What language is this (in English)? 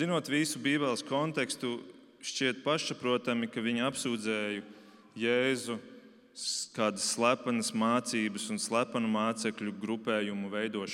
Latvian